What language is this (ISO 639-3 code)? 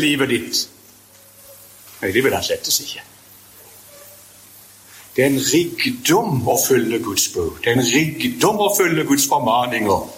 nor